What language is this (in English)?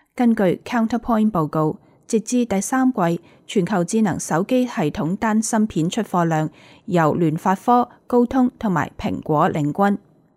Cantonese